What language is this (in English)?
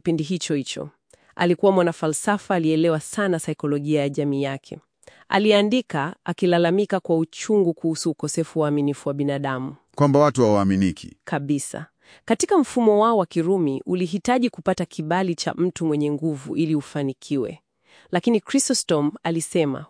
Swahili